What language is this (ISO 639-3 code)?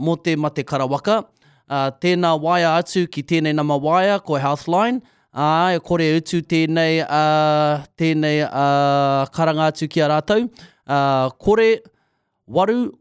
mri